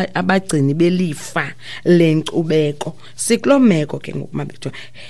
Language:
Xhosa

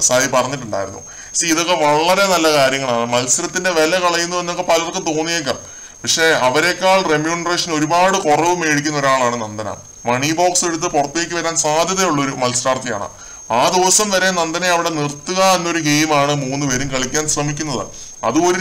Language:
Malayalam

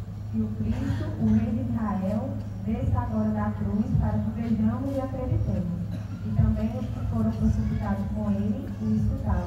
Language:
Portuguese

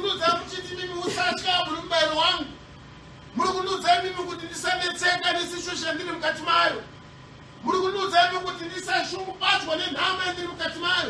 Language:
Shona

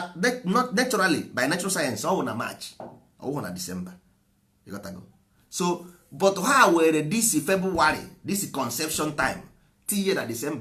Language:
Igbo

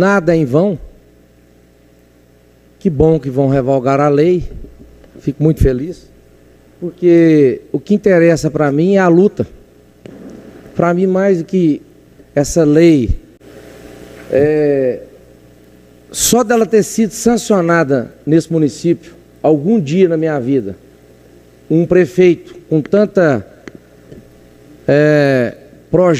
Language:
Portuguese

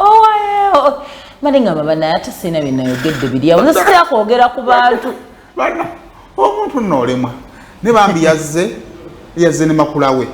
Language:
Ganda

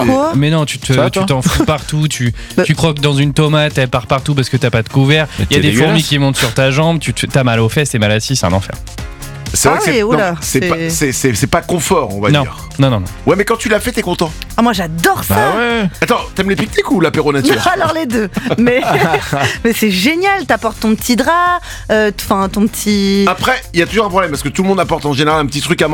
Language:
French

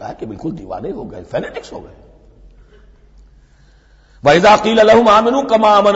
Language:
Urdu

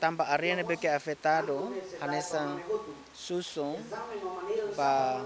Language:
Tetum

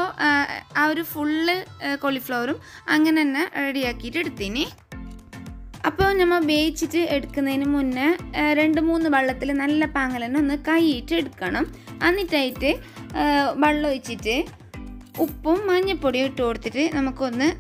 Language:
Malayalam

